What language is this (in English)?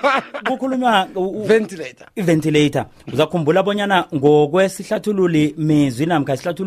South Ndebele